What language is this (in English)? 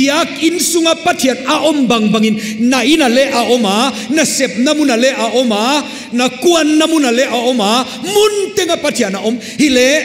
Paite Chin